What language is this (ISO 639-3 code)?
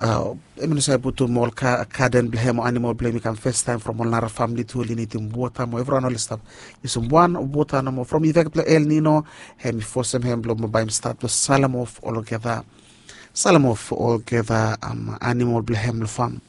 bis